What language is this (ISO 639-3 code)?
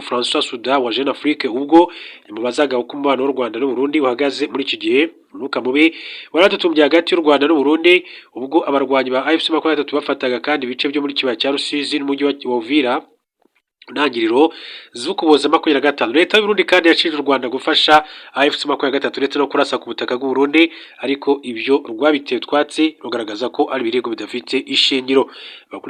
kin